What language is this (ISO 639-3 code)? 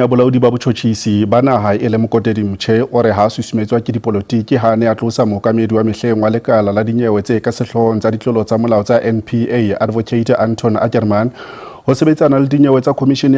sot